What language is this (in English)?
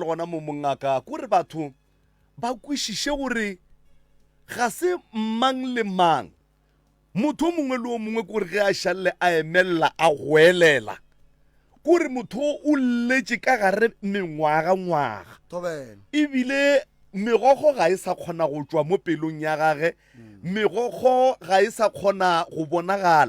Northern Sotho